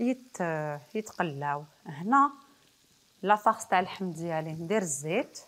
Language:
Algerian Arabic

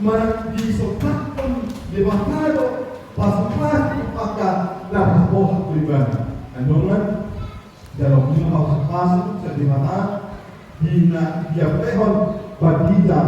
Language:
Batak Toba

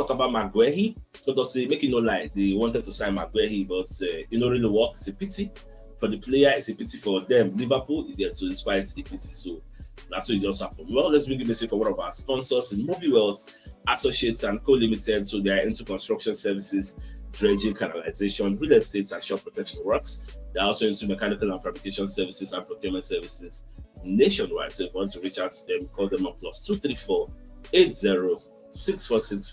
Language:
Nigerian Pidgin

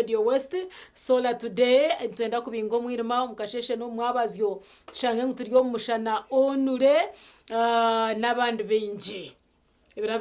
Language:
Nyankole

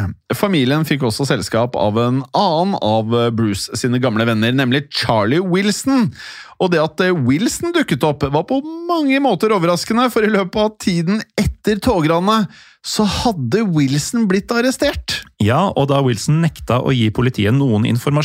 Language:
Norwegian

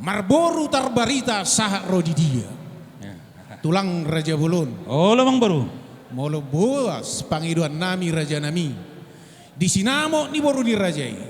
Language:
Batak Toba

